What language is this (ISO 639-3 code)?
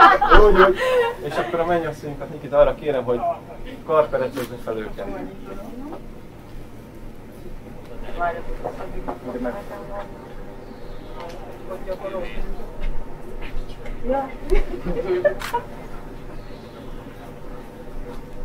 hun